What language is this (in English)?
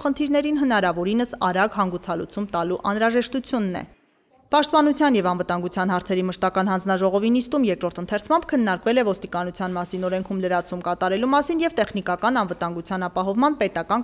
Armenian